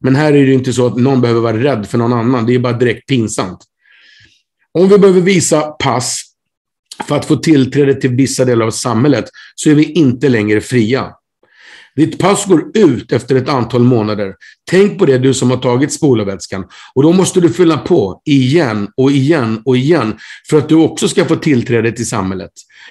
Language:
Swedish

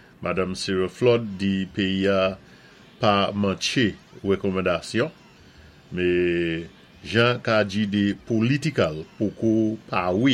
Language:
Saint Lucian Creole French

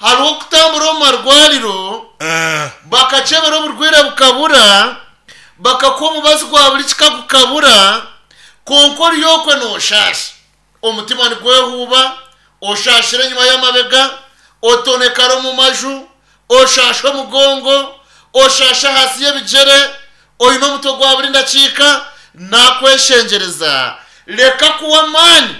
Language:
Nyankole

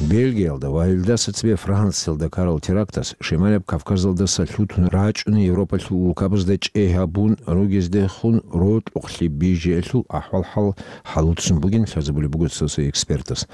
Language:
Avaric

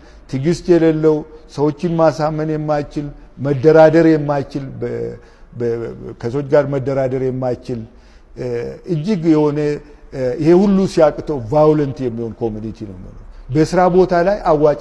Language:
Amharic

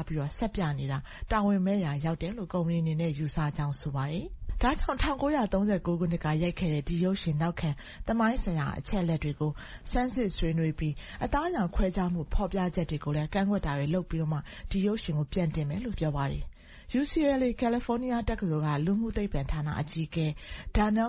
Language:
Burmese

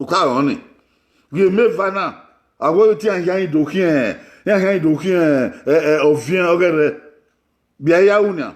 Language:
Bini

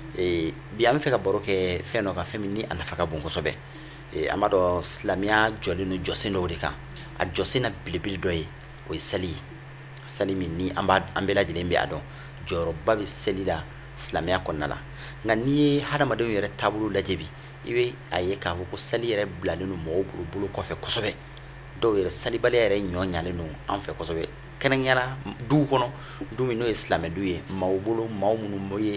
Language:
Bambara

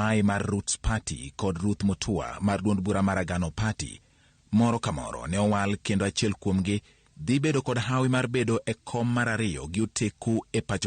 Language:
Luo (Kenya and Tanzania)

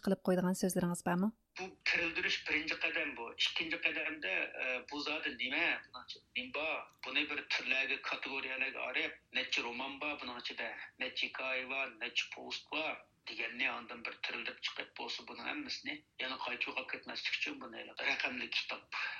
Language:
Uyghur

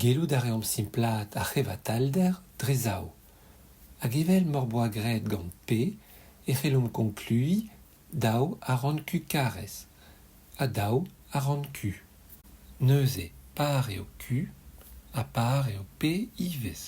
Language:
Breton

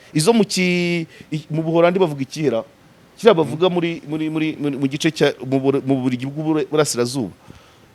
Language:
Kinyarwanda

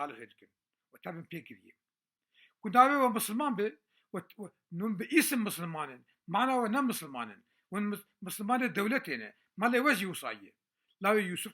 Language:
Kurdish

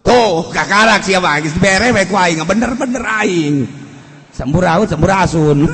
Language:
Sundanese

